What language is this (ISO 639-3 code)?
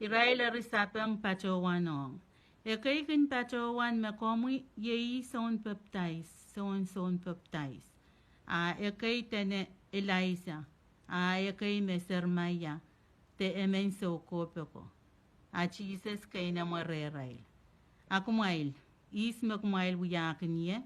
pon